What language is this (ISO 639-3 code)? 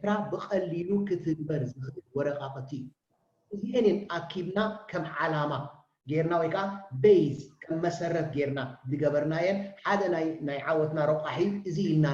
tir